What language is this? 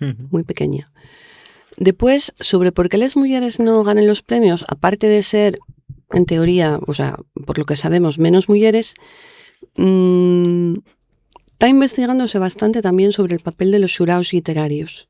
Asturian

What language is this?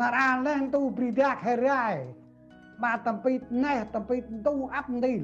Central Mnong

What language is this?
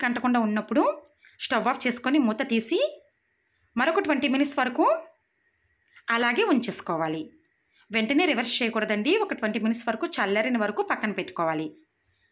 Telugu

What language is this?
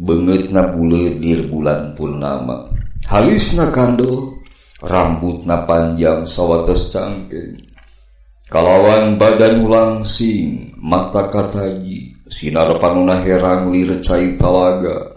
Sundanese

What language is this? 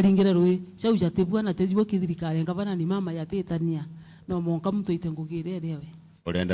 Meru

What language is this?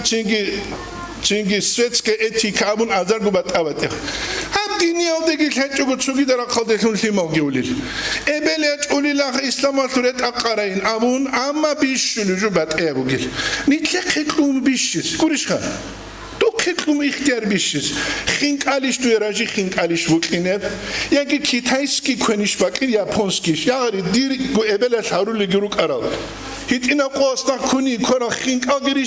Avaric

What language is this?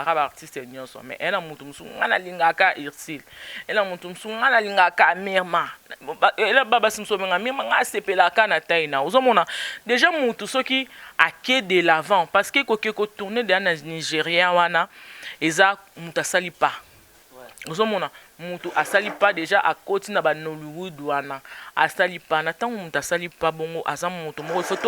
Lingala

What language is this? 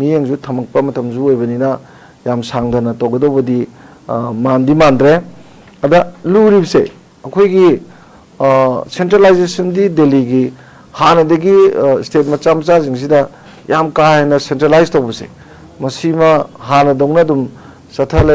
Manipuri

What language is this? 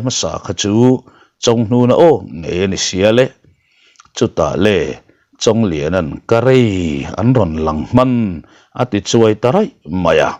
Mizo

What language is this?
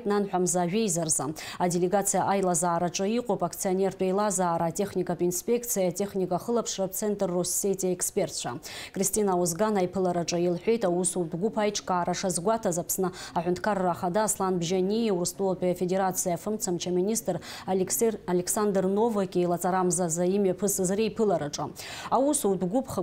Abkhazian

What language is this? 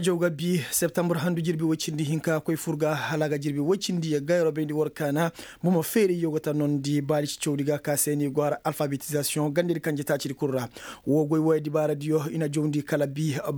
Koyraboro Senni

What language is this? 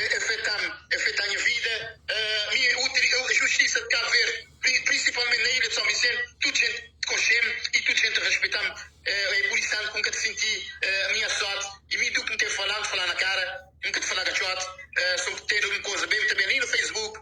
Kabuverdianu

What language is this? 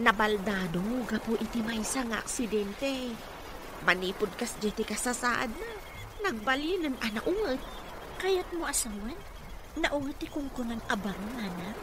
Iloko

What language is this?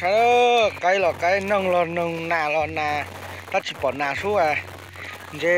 Hmong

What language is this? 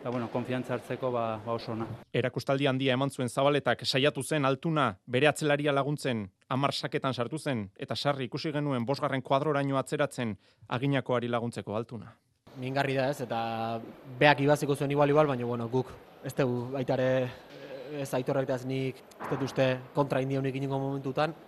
Basque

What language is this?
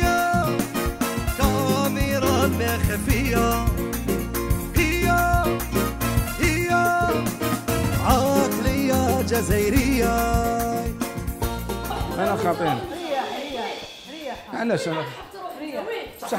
Algerian Arabic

